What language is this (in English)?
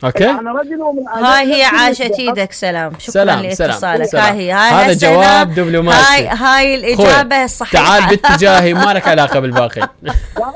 Mesopotamian Arabic